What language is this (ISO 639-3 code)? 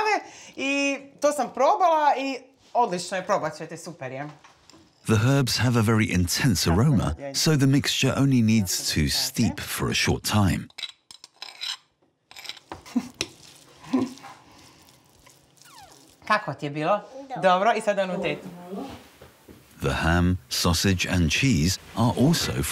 hrv